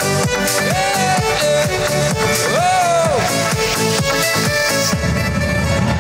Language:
Chuvash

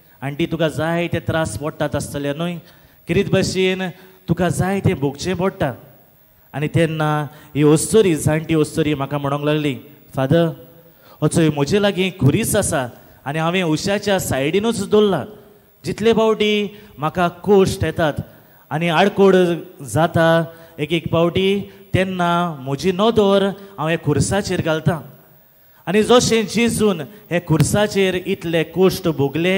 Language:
Konkani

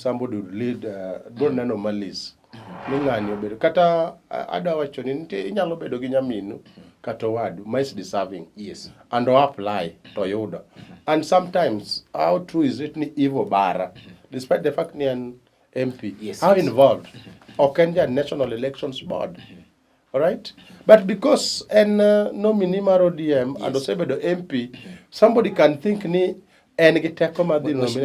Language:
Luo (Kenya and Tanzania)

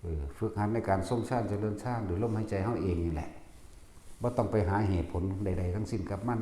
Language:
Lao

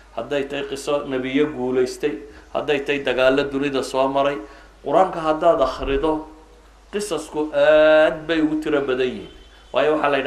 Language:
Somali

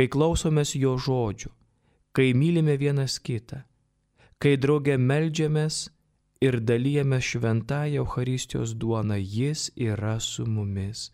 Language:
Lithuanian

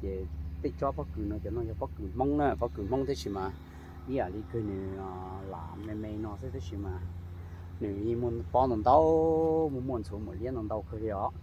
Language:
Hmong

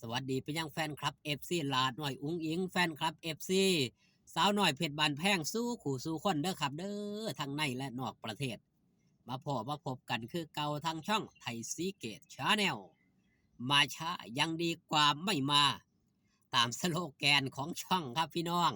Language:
Northeastern Thai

